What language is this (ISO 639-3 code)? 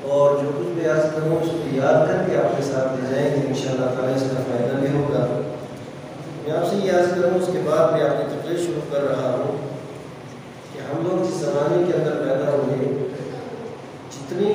urd